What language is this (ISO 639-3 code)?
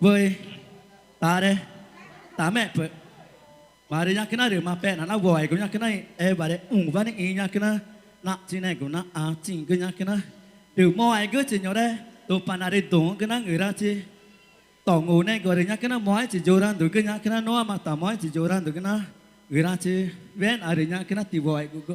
tca